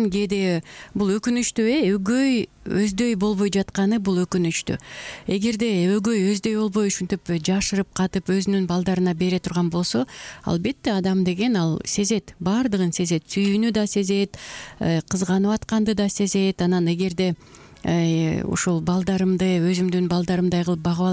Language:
Kyrgyz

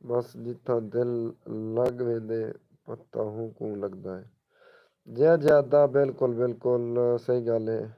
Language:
Saraiki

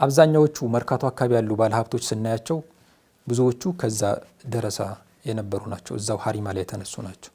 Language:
Amharic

